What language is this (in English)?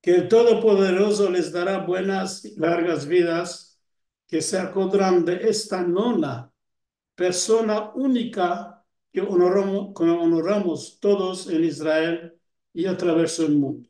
Ladino